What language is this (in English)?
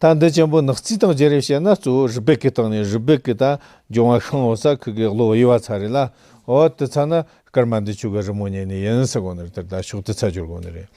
Tibetan